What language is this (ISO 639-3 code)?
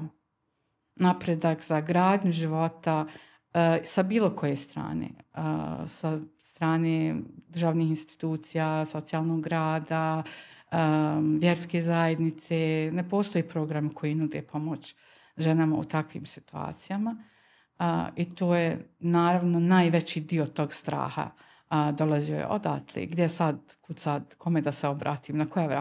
bos